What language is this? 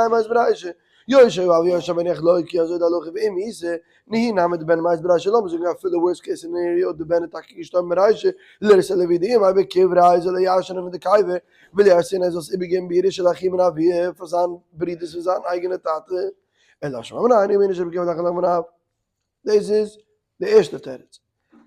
Yiddish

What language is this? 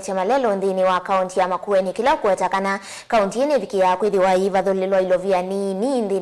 Kamba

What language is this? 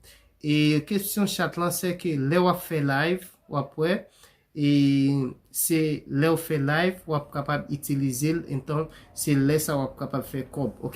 Haitian Creole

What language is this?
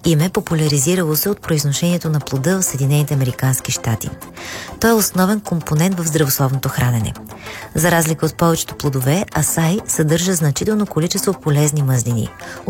Bulgarian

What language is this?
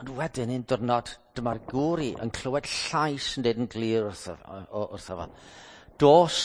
Welsh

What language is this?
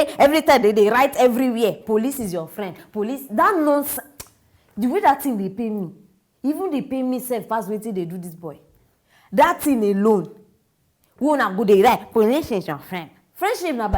Nigerian Pidgin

